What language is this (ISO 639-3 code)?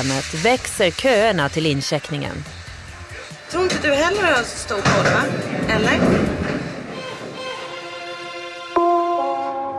swe